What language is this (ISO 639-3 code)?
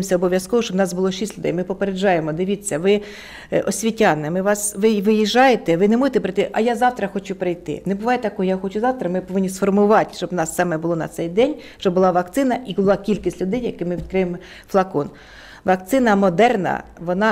ukr